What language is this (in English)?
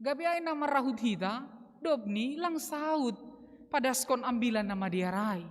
Batak Simalungun